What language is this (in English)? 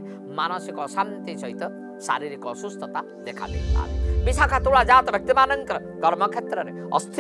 Odia